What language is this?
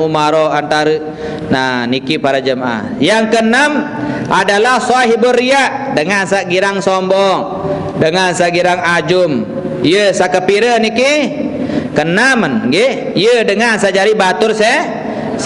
Sasak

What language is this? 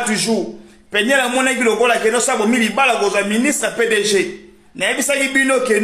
Lingala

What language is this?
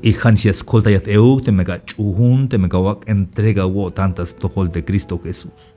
Tzeltal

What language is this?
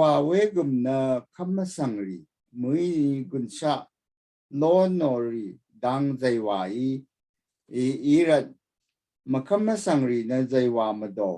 Rawang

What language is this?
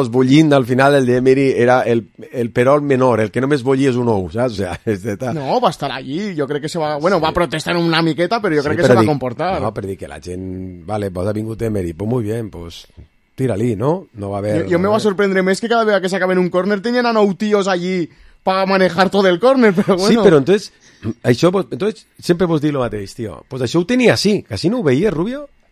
Catalan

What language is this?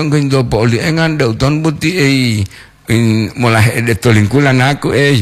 Gorontalo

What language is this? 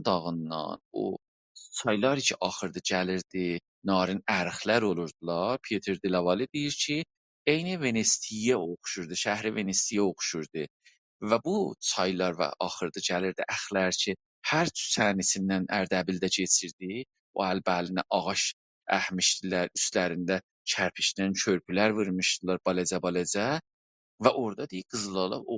South Azerbaijani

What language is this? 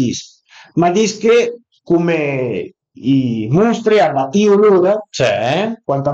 Piedmontese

